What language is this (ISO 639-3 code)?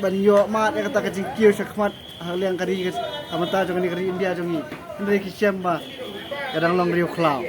kha